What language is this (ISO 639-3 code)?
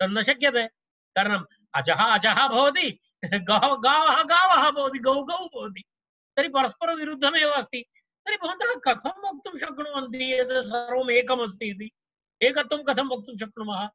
san